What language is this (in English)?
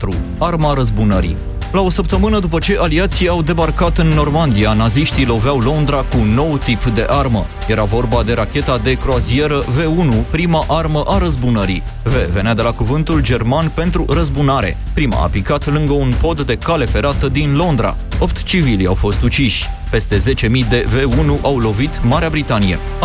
Romanian